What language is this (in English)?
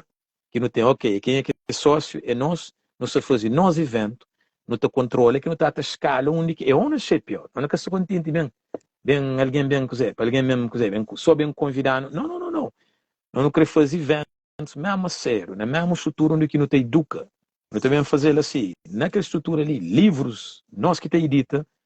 Kabuverdianu